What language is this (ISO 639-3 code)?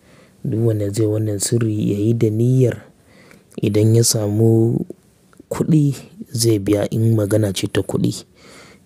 hau